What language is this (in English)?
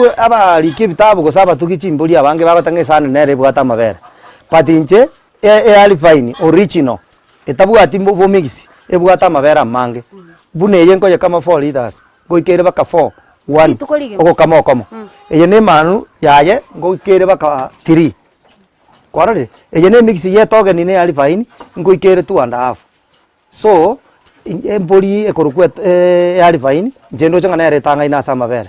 Gusii